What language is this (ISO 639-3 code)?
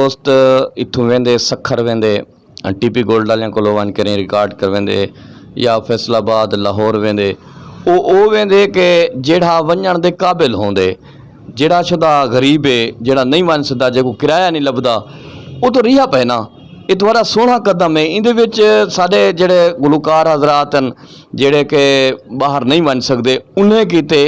skr